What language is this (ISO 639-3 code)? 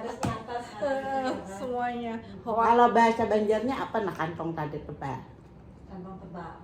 bjn